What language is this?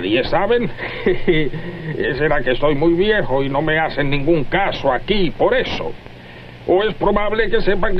Spanish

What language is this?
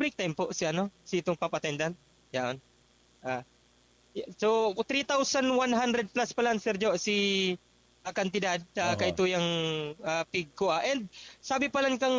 Bikol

